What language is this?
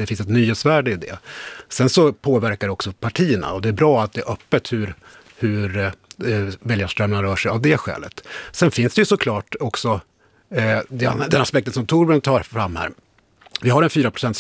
Swedish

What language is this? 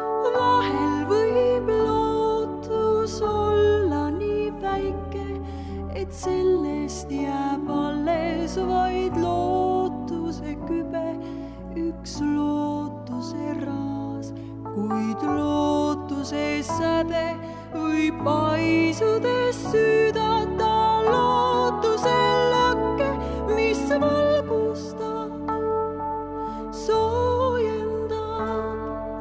Estonian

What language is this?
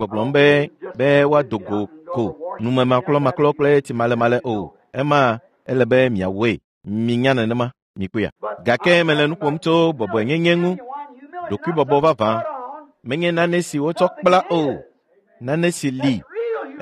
Ewe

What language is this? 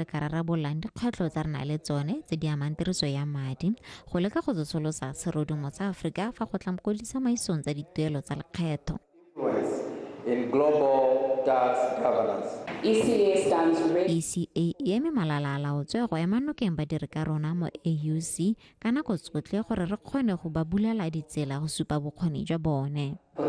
Tswana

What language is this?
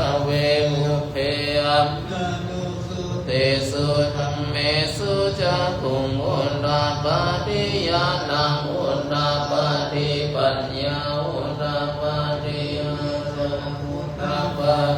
Pali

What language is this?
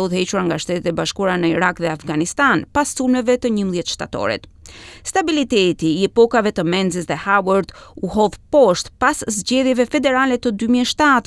Albanian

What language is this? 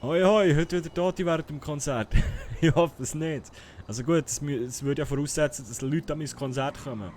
Swiss German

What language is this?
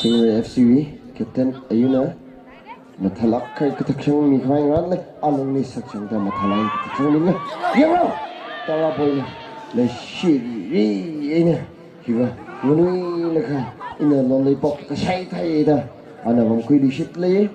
Tangkhul Naga (India)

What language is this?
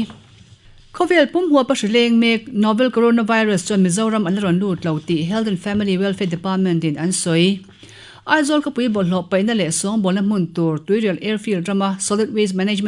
Mizo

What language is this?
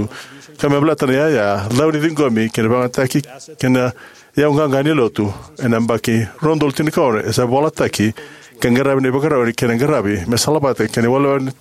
Fijian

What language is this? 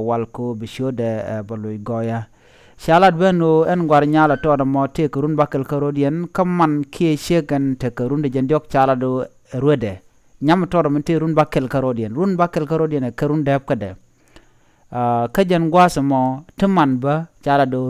Nuer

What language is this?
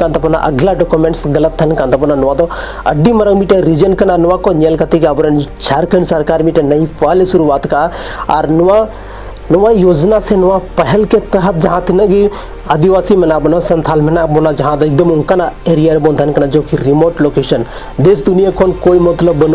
Santali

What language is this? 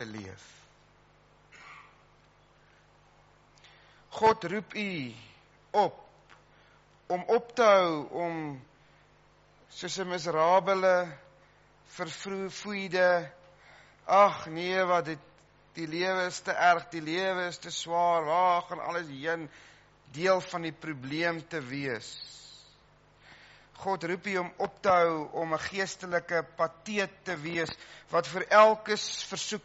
Afrikaans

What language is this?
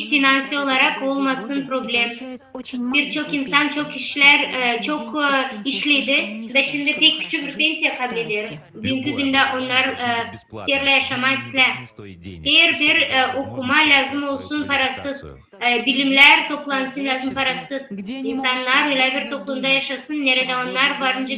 Gagauz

